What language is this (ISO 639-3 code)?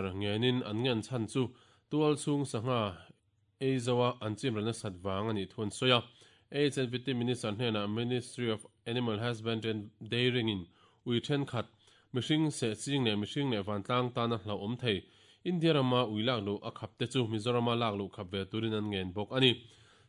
lus